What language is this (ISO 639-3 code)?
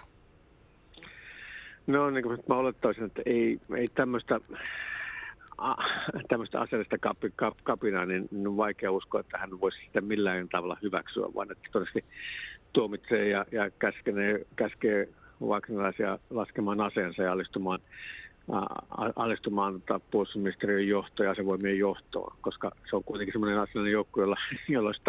fin